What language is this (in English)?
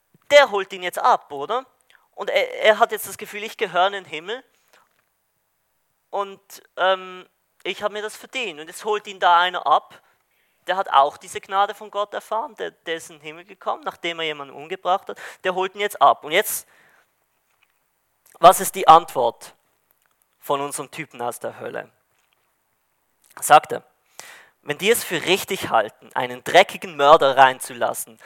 German